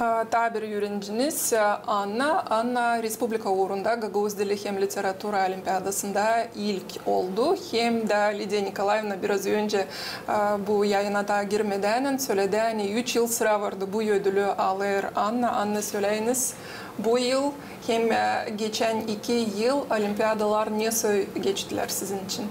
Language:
Gagauz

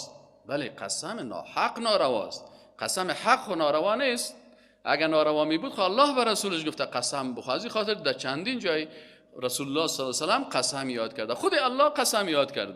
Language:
Persian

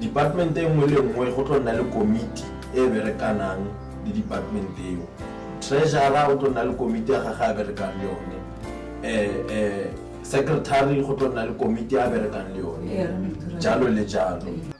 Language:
Tswana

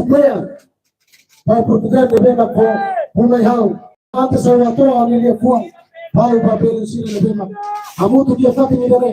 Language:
Tetum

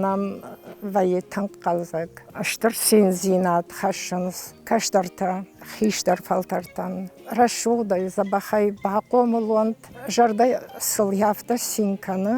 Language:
Ossetic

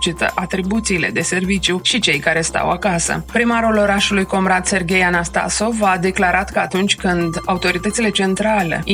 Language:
Romanian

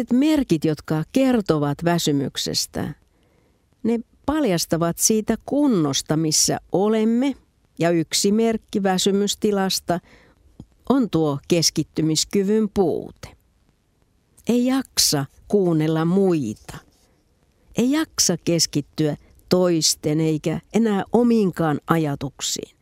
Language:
Finnish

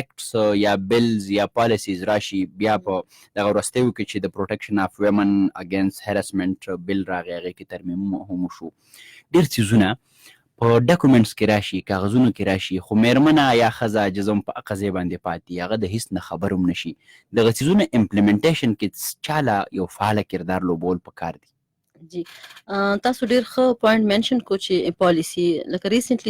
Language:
Pashto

